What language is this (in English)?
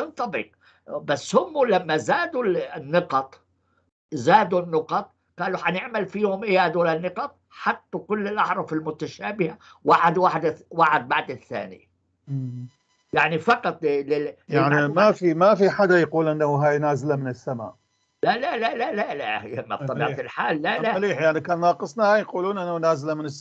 North Levantine Arabic